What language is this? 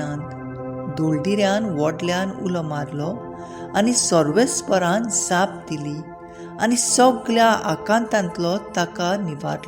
Konkani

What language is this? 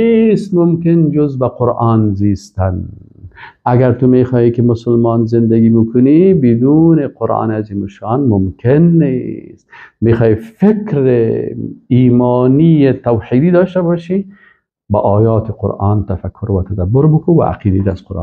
Persian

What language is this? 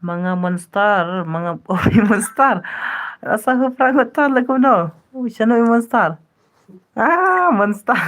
Khasi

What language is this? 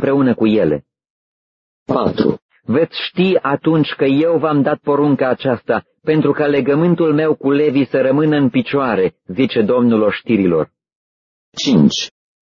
Romanian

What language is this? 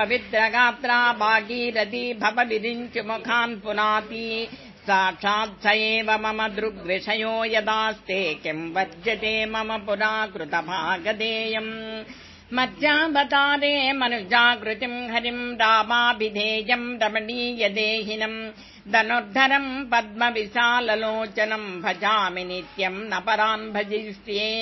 Sanskrit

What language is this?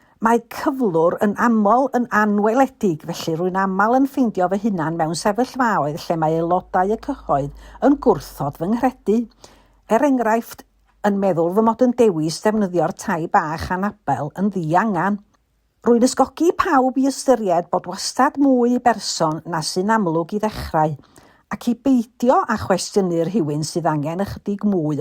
Welsh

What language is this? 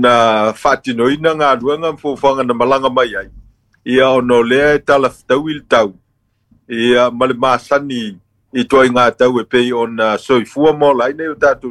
Samoan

